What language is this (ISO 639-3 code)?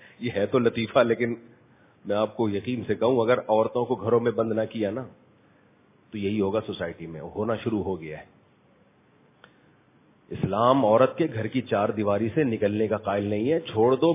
urd